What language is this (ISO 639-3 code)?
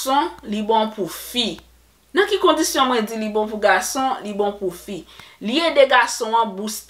hat